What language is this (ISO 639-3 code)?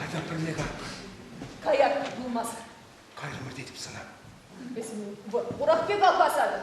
chv